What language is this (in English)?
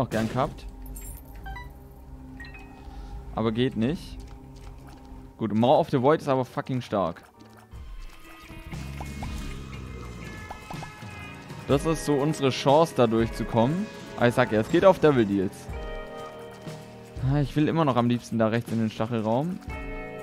German